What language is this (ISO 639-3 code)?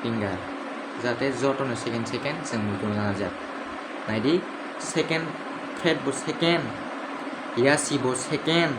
trp